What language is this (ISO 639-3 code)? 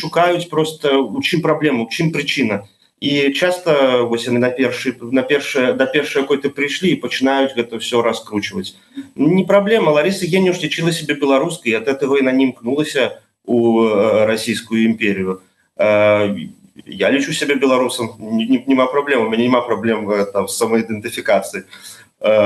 bel